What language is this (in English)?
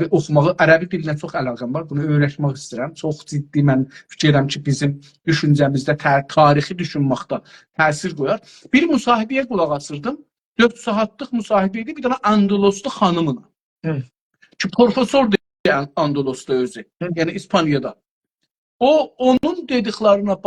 South Azerbaijani